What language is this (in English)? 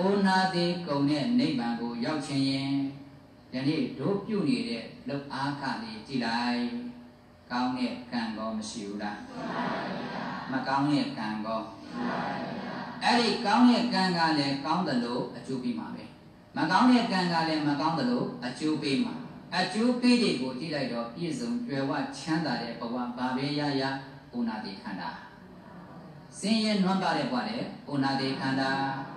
Burmese